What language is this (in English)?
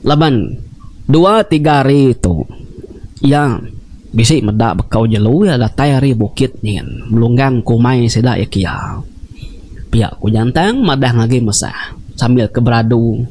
Iban